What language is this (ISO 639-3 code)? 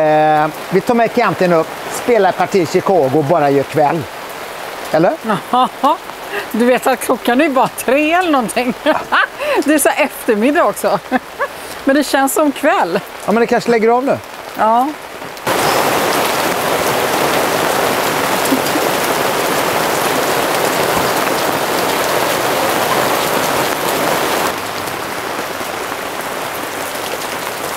swe